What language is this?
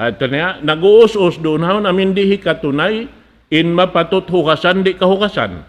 Tausug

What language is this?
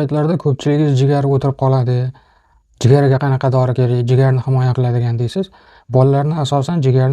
Uzbek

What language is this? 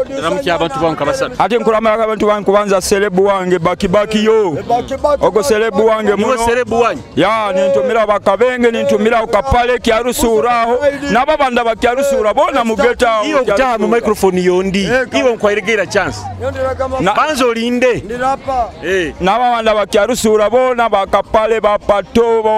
Nyoro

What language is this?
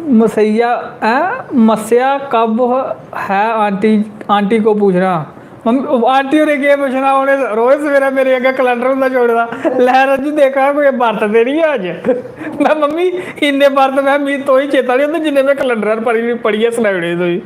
Dogri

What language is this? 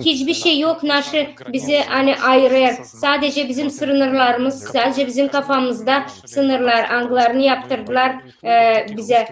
Gagauz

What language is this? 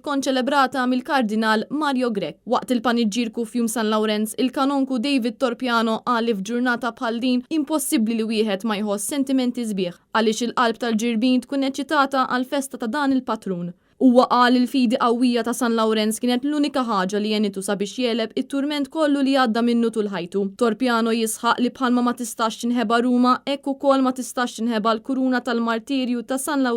Maltese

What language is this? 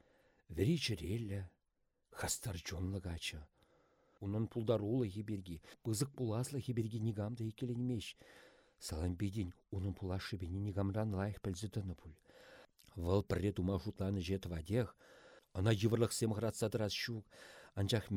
Chuvash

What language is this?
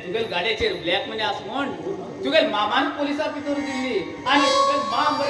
Konkani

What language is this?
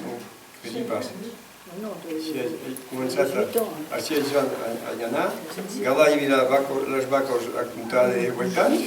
Occitan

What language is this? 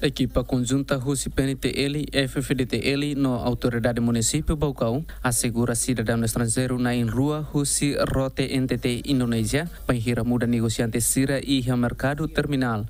Tetum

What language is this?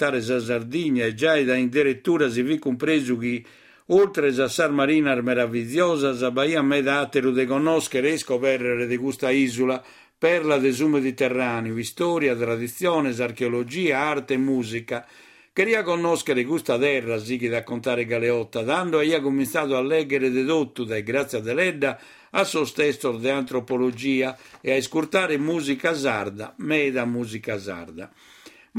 Sardinian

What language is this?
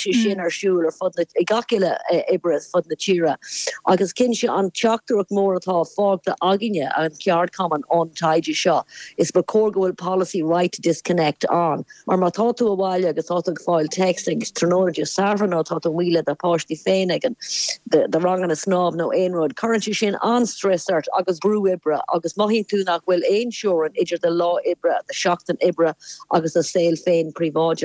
Irish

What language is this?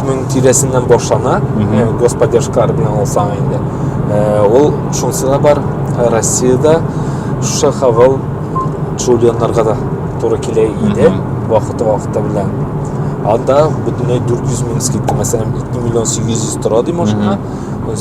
Tatar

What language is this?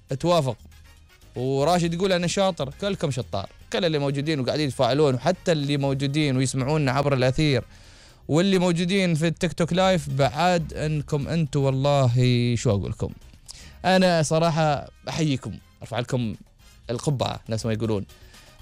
Gulf Arabic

